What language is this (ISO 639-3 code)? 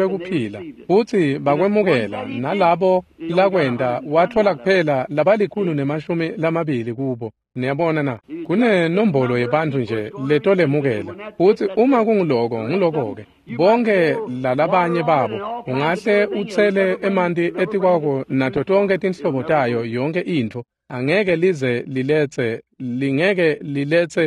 ssw